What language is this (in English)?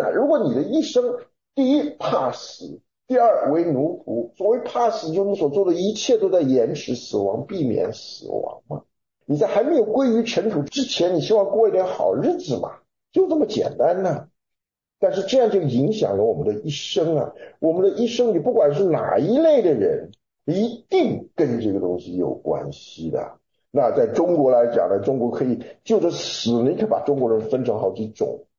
Chinese